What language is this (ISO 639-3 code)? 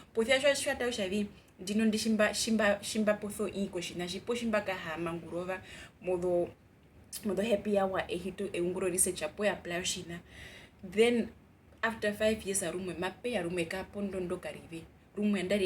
her